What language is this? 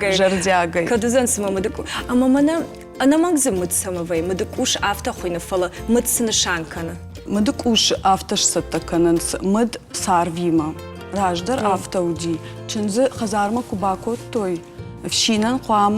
Ossetic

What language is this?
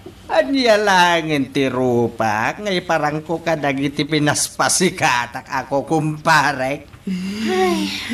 Iloko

